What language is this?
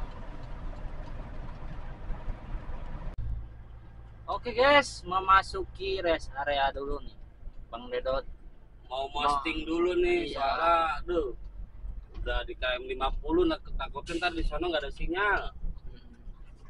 Indonesian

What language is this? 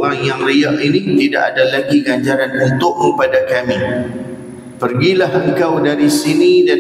Malay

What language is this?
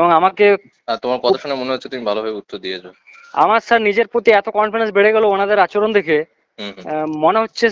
Bangla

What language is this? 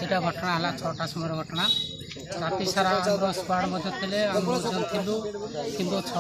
Odia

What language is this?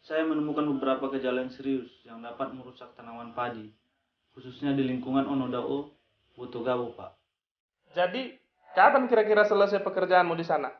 Nias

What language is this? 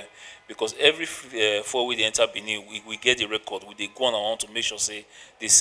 Nigerian Pidgin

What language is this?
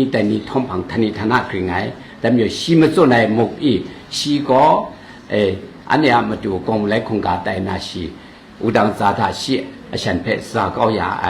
Kachin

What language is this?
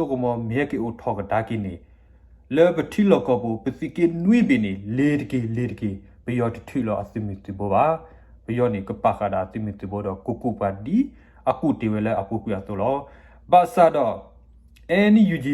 S'gaw Karen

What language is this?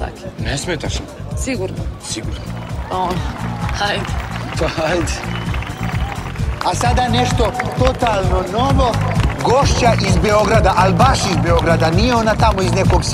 Serbian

